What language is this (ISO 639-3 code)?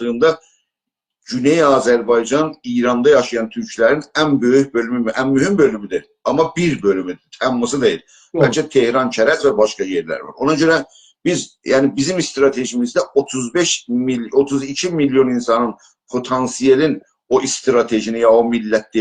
azb